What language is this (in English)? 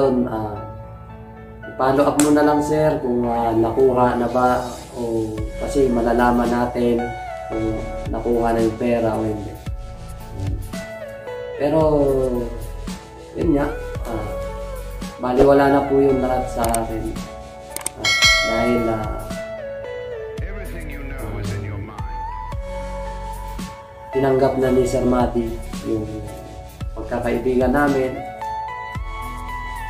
Filipino